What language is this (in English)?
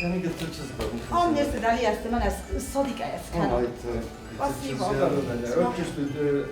Ossetic